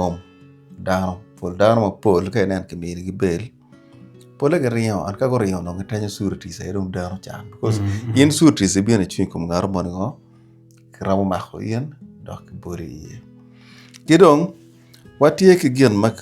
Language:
Acoli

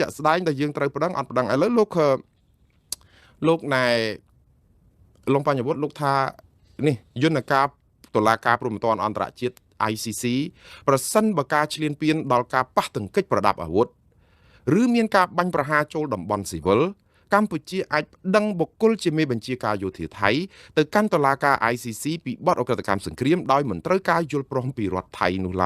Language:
Khmer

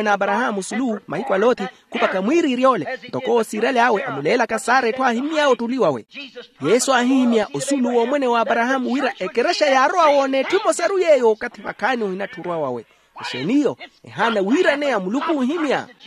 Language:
Makhuwa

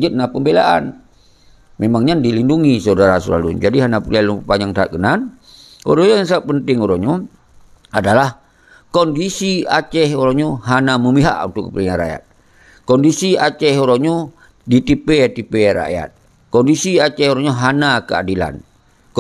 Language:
Achinese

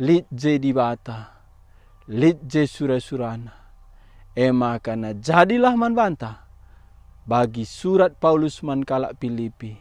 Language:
Batak Karo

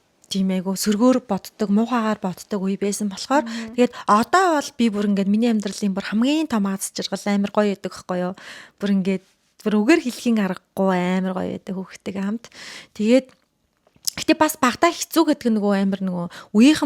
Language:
Mongolian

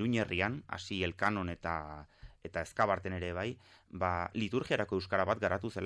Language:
Basque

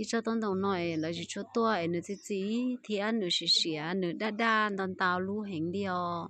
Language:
Hmong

